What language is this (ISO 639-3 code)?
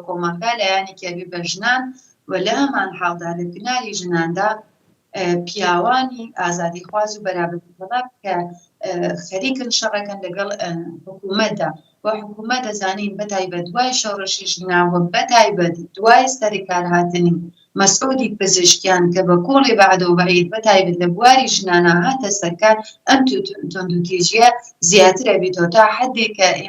ckb